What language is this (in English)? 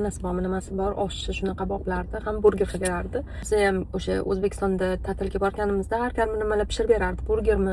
Uzbek